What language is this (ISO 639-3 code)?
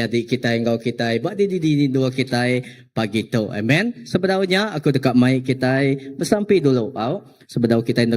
iba